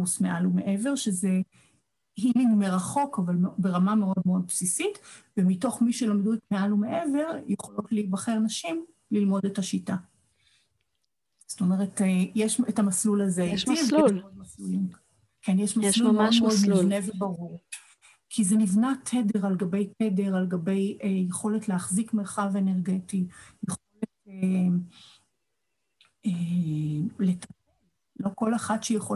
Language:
Hebrew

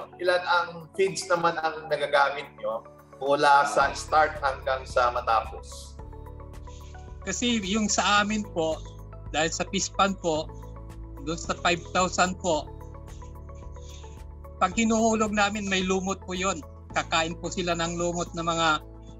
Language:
Filipino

